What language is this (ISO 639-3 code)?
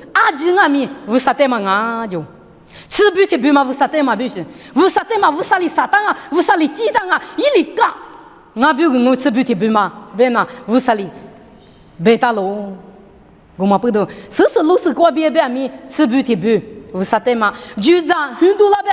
lis